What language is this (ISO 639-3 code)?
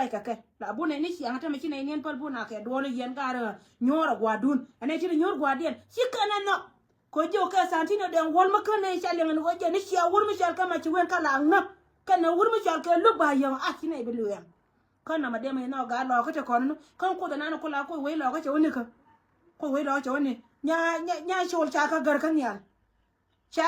nus